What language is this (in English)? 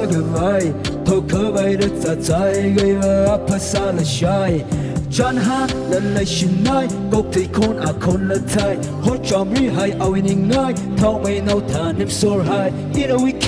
Tangkhul Naga (India)